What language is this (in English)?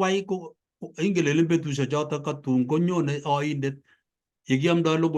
Kalenjin